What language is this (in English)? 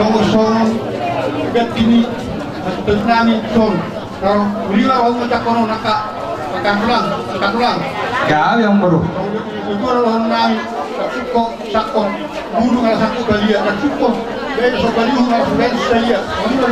Batak Toba